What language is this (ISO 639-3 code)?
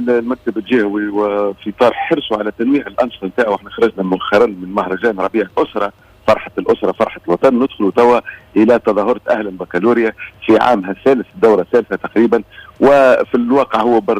aeb